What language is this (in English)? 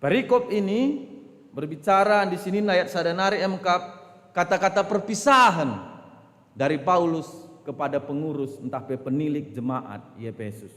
Batak Karo